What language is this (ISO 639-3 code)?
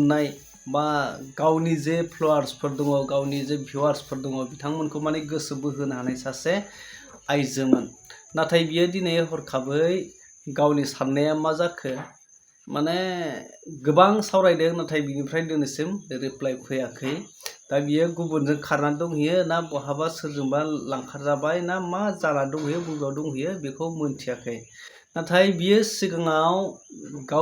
brx